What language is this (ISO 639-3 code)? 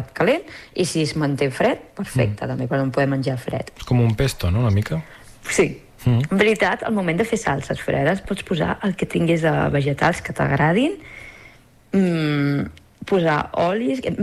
cat